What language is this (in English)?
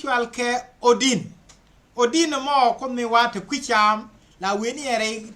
Nuer